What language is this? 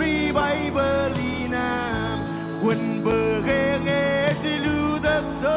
Marshallese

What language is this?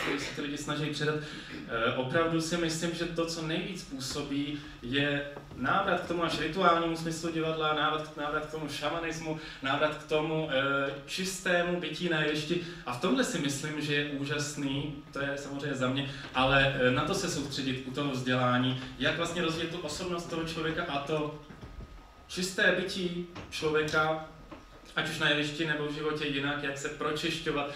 Czech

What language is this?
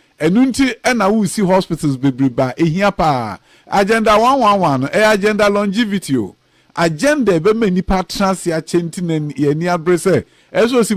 Akan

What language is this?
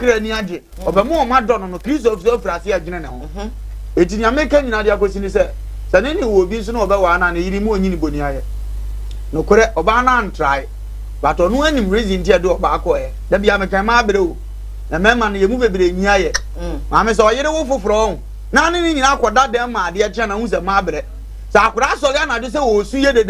Akan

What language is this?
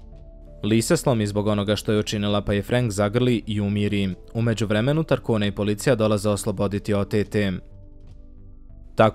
Bosnian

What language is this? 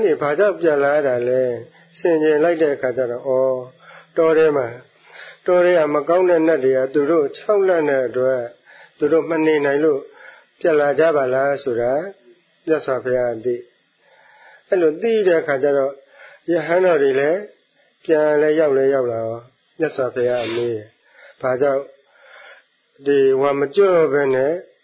Burmese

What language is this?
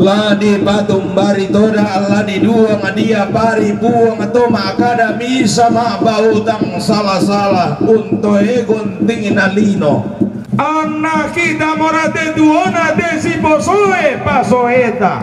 Toraja-Sa'dan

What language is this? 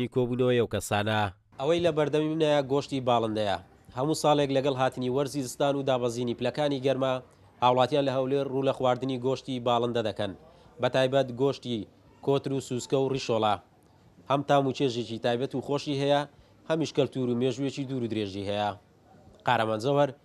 Central Kurdish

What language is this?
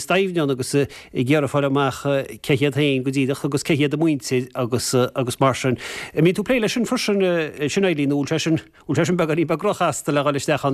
Irish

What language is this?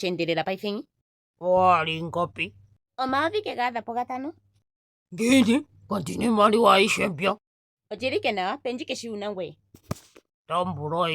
Ndonga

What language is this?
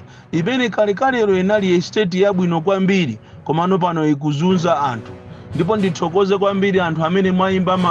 Nyanja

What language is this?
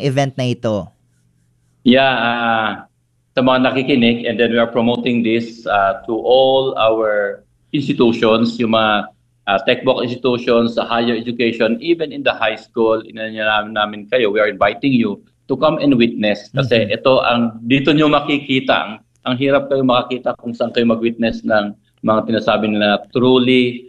Filipino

